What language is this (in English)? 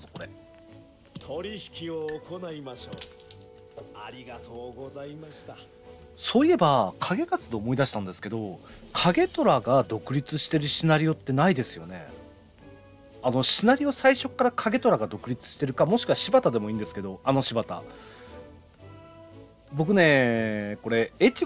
Japanese